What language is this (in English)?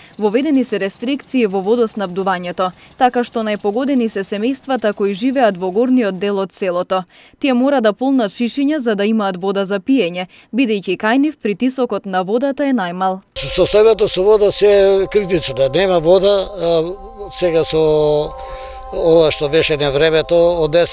Macedonian